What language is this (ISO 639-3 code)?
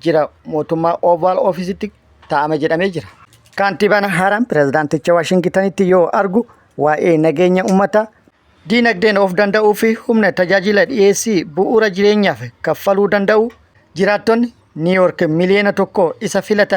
orm